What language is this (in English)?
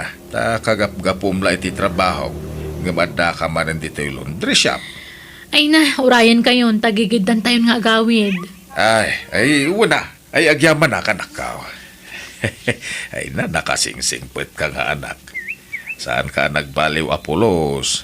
Iloko